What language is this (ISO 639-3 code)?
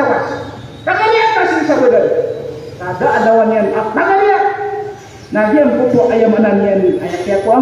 mrw